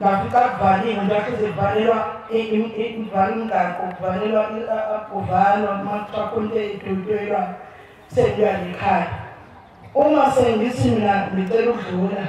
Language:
Zulu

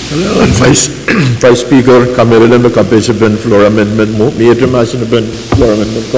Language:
Pohnpeian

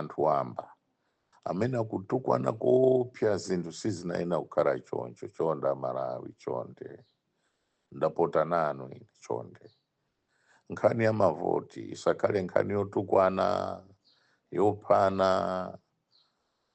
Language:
Nyanja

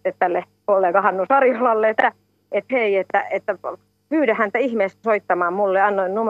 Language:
Finnish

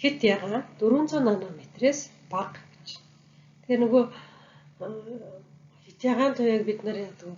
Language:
Mongolian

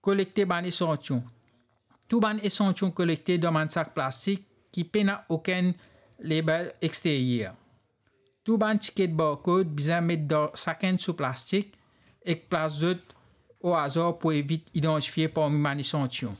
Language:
Morisyen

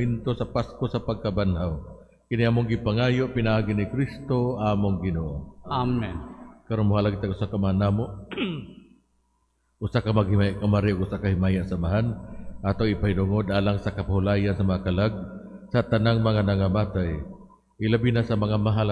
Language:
Cebuano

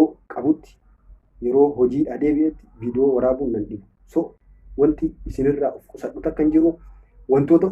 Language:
Oromo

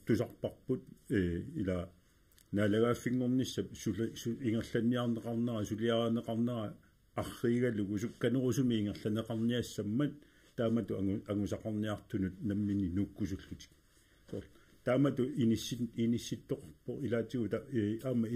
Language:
Kalaallisut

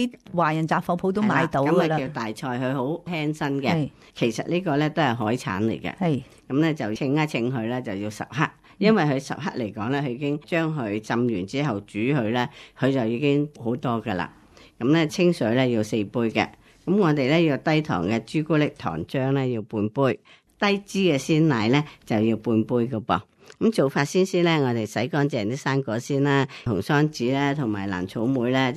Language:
Cantonese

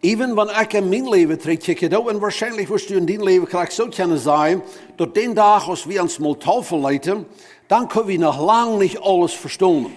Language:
Plautdietsch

